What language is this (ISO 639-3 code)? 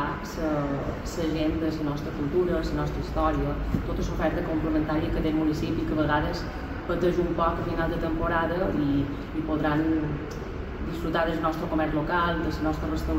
cat